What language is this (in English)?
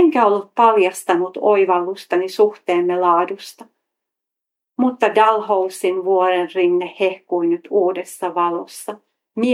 Finnish